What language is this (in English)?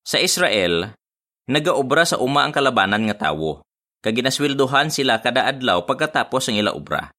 Hiligaynon